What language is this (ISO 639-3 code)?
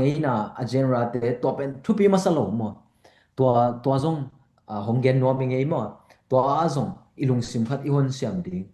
ctd